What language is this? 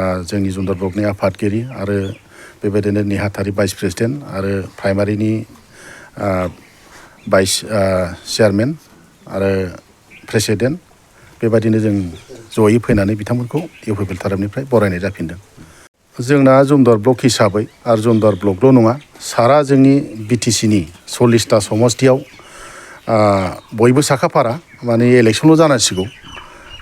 Bodo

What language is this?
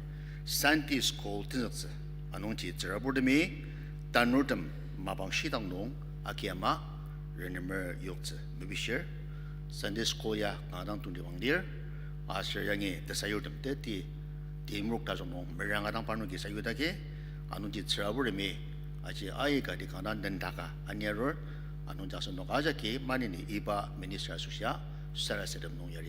Ao Naga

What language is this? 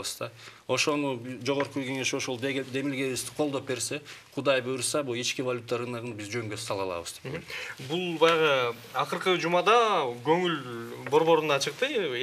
Kyrgyz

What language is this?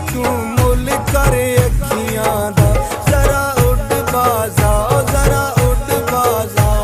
Pahari-Potwari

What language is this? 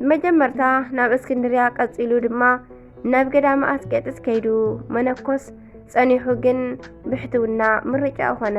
Tigrinya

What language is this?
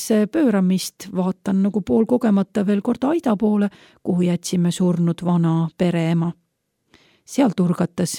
Estonian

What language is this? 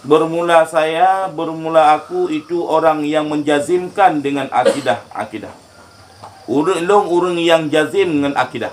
Achinese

